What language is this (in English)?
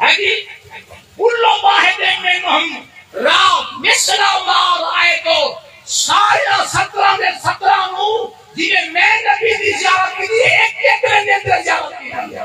Saraiki